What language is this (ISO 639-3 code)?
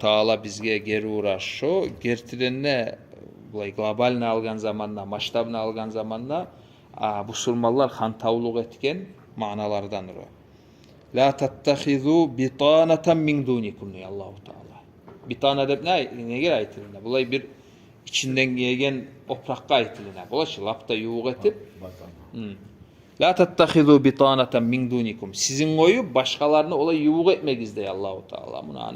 kum